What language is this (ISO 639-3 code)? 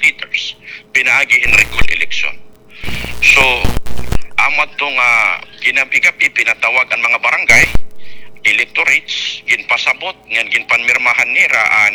war